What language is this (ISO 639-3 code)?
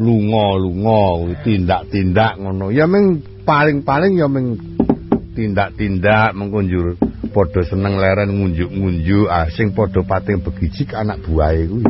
jav